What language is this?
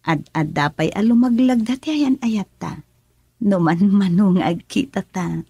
Iloko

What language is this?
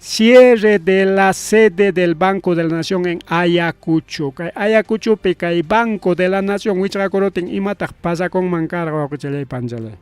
Ayacucho Quechua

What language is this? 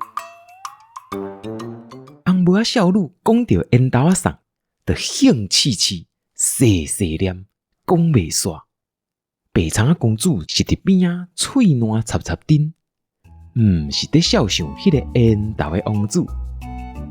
Min Nan Chinese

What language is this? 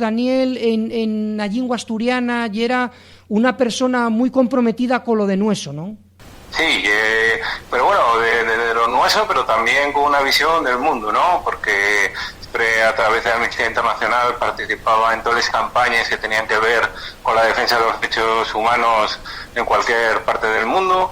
Asturian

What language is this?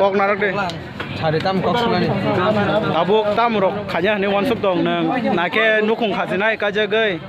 Kok Borok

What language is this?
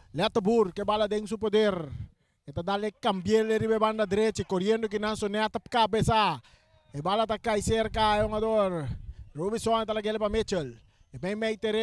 Papiamento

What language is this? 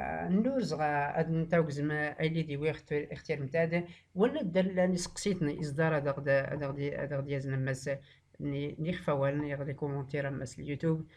Tachelhit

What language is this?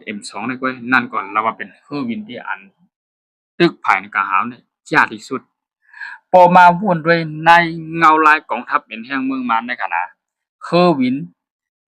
Shan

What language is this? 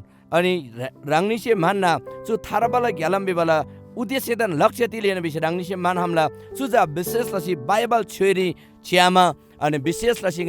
Eastern Tamang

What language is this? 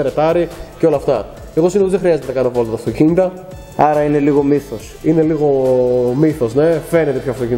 Greek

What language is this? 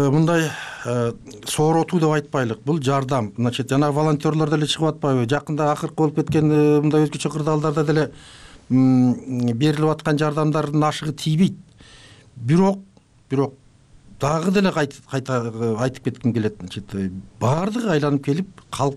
Kyrgyz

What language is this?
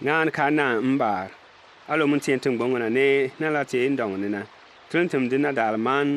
Bimoba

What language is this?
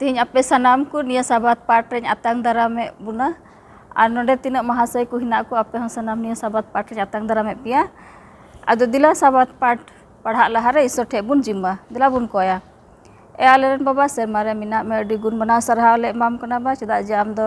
Santali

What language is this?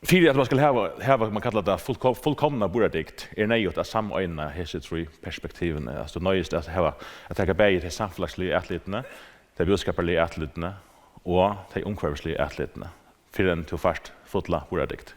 Faroese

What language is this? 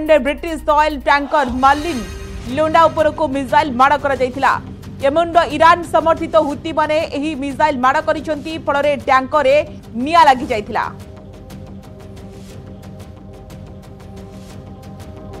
Odia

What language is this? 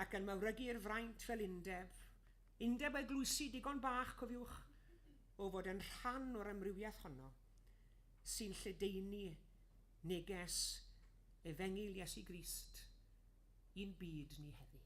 Welsh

